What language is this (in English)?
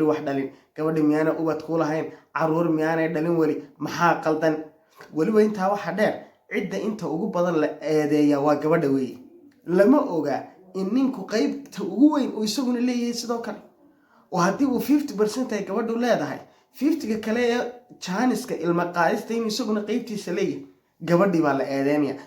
Somali